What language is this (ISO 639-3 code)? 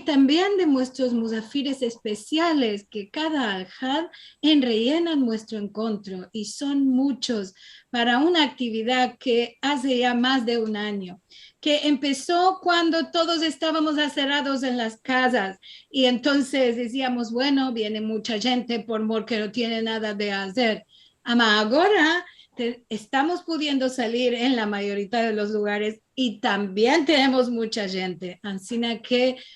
lad